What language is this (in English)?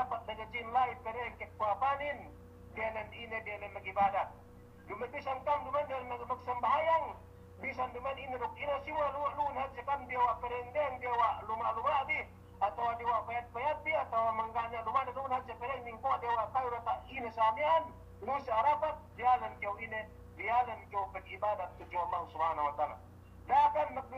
Yakan